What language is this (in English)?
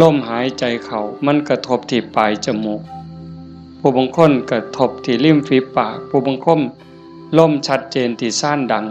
Northeastern Thai